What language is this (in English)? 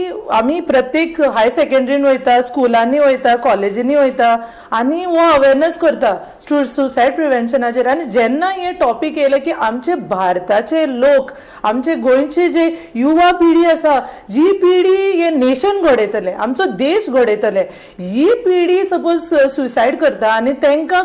Konkani